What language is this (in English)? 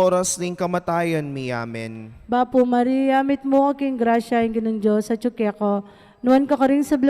Pampanga